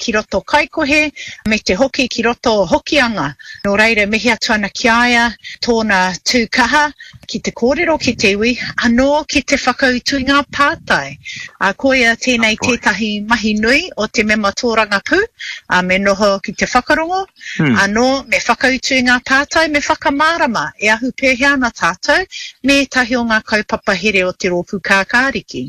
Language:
Māori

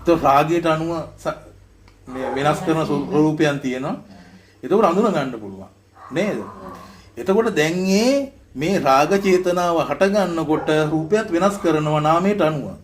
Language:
Sinhala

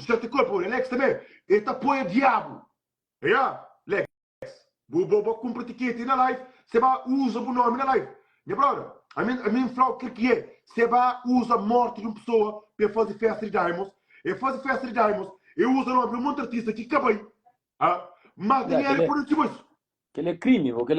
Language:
Kabuverdianu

